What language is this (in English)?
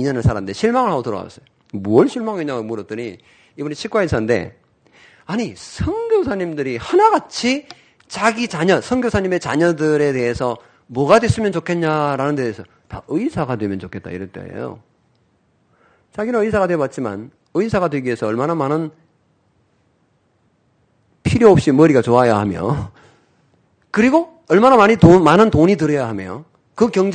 Korean